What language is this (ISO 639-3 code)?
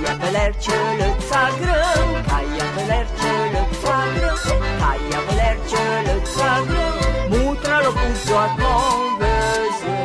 frp